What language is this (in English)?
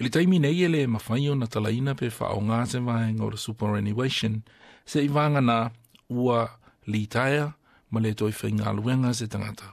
Samoan